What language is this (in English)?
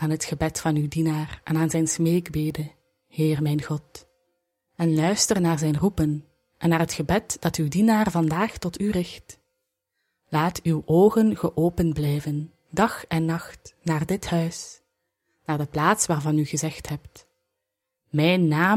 Dutch